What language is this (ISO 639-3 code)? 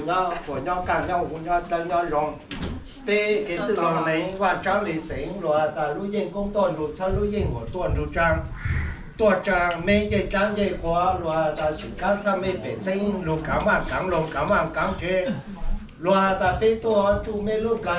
hmn